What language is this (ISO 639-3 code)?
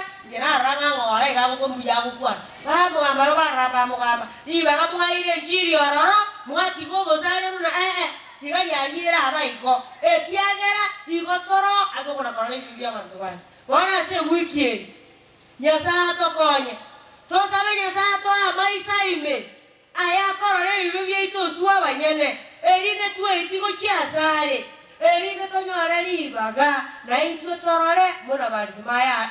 guz